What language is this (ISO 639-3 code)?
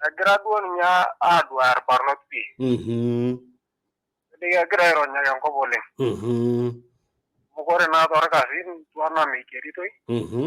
mas